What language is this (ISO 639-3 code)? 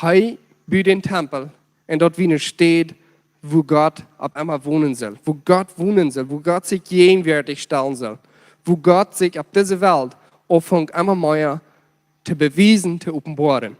pdt